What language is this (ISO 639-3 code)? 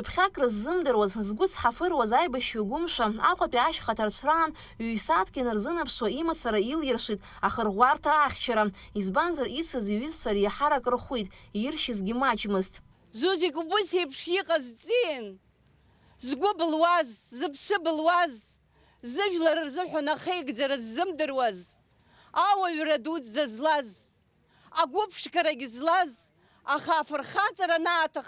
abk